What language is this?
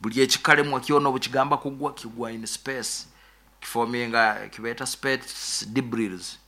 Nyoro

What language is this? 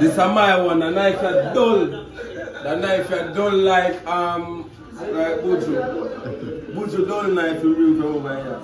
Jamaican Creole English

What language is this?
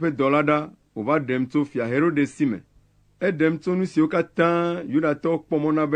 Ewe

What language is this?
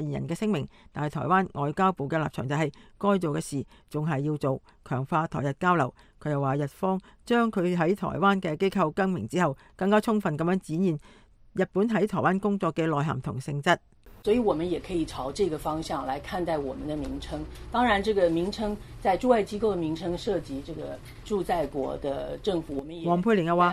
Cantonese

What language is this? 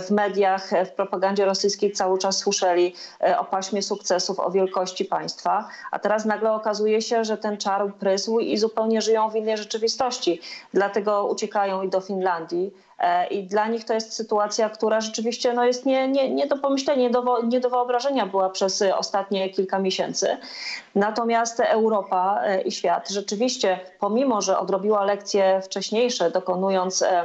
Polish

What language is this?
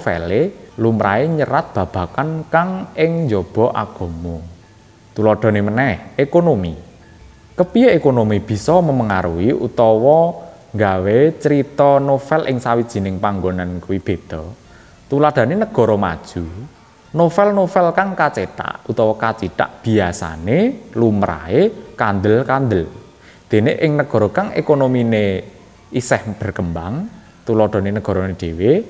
Javanese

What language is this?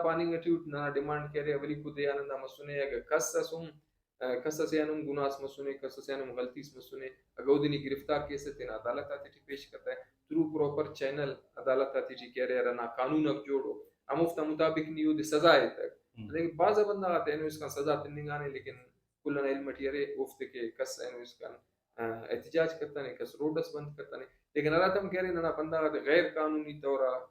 Brahui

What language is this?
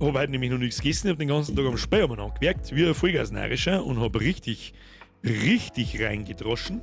Bavarian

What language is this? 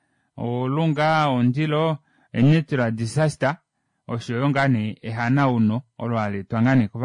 Kuanyama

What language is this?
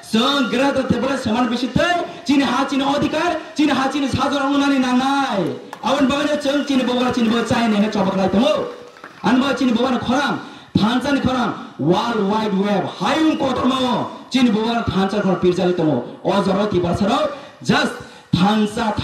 Kok Borok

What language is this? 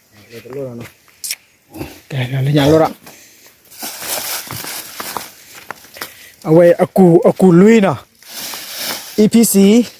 S'gaw Karen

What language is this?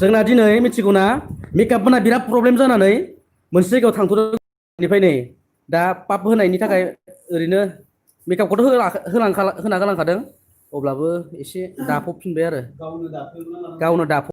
Bodo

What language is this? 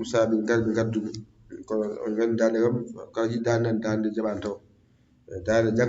Fula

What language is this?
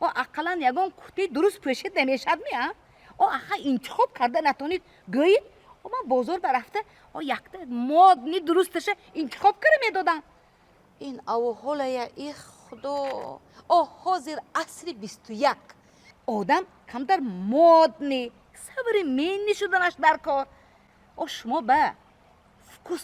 Tajik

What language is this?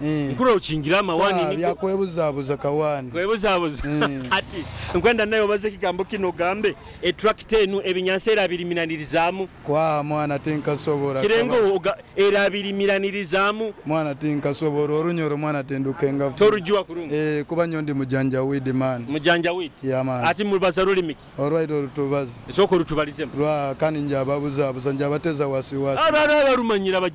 Nyoro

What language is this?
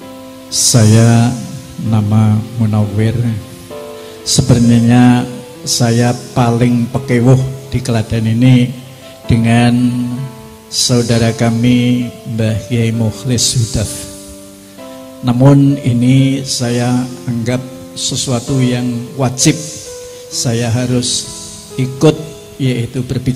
Indonesian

